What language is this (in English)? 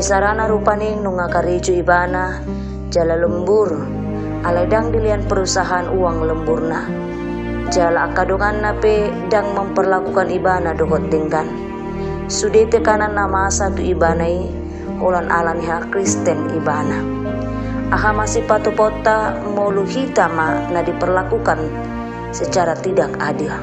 Batak Toba